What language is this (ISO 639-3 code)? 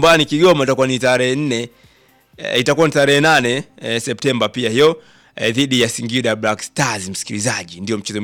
swa